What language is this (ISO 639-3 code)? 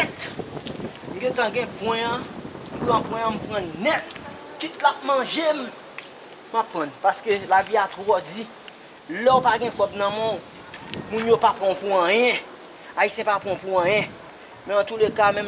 hat